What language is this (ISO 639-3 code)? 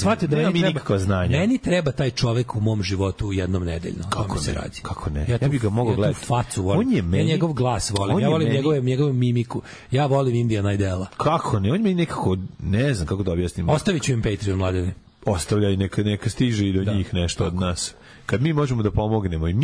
srp